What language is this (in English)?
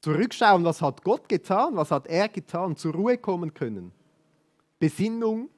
Swiss German